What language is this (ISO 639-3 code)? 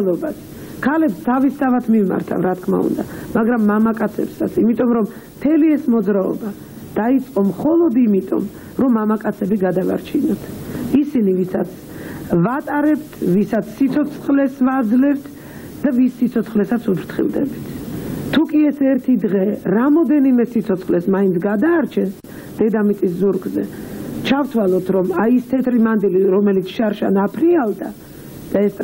kat